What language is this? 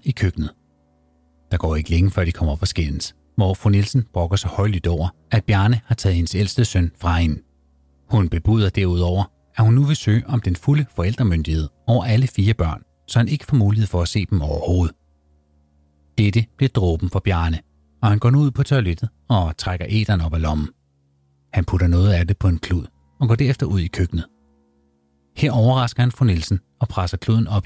Danish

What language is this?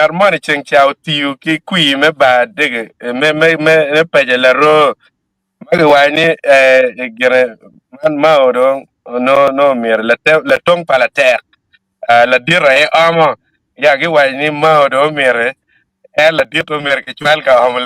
Acoli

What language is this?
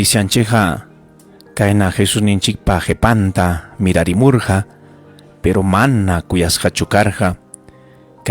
Ayacucho Quechua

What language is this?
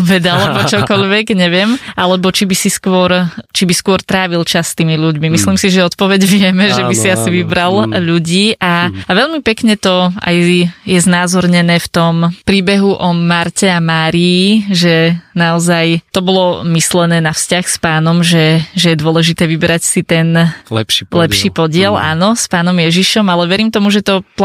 Slovak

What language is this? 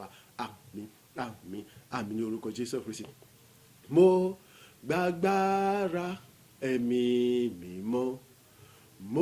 Yoruba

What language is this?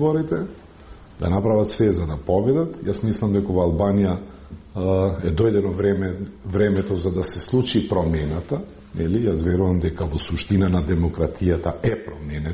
Macedonian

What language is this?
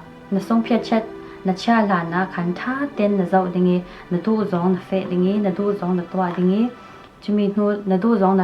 Falam Chin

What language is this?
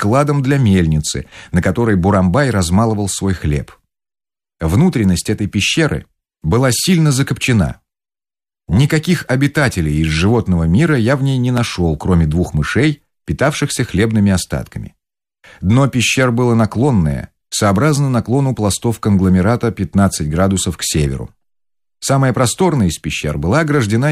Russian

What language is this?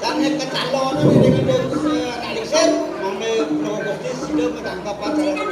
Balinese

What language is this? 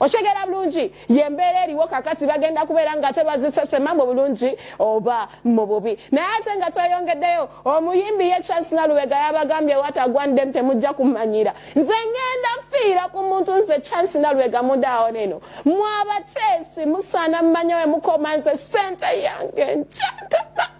Ganda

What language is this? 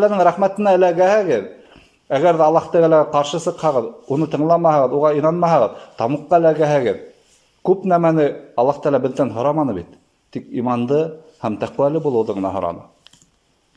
Bashkir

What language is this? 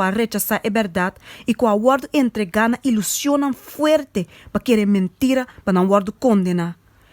Papiamento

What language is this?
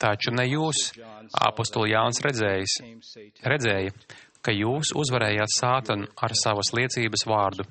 Latvian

